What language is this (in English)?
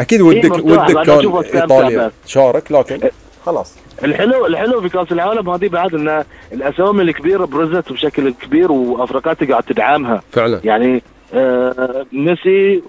Gulf Arabic